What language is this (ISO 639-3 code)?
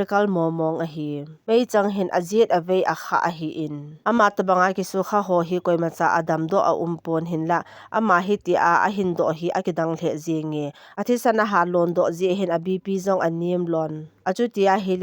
tcz